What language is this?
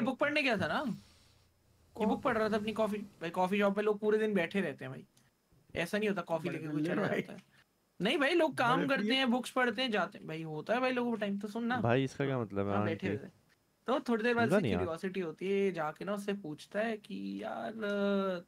Hindi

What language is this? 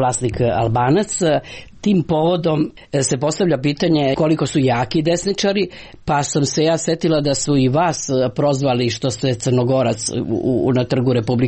Serbian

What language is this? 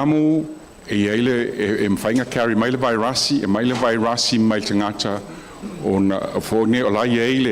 Samoan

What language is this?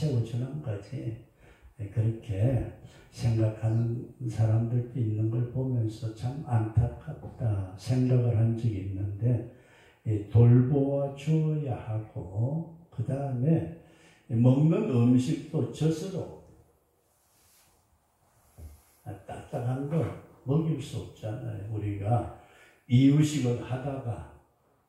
Korean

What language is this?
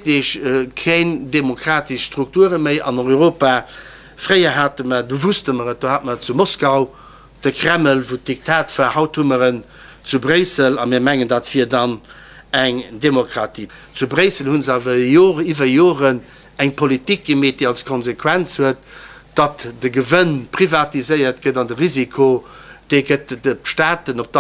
Luxembourgish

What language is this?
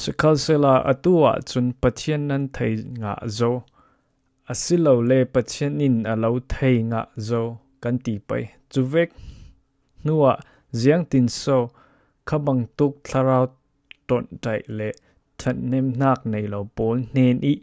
Falam Chin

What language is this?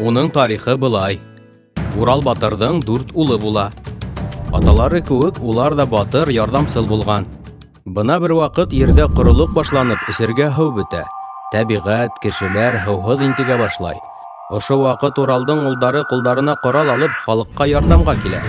Bashkir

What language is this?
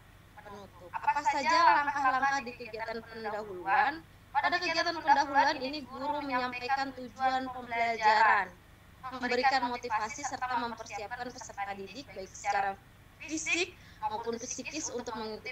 Indonesian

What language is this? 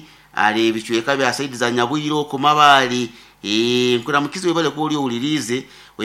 Nyankole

